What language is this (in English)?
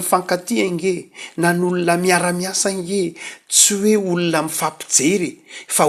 Malagasy